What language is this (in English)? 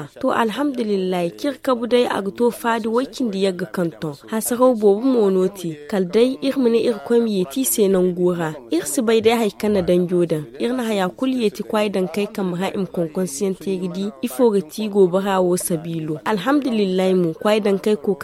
Zarma